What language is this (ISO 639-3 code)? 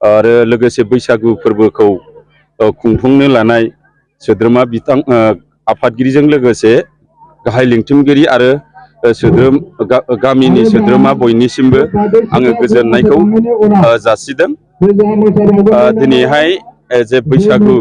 brx